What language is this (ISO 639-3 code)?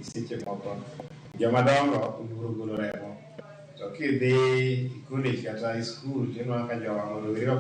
luo